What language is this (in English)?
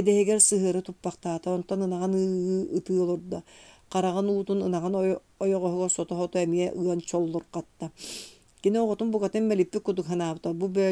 Yakut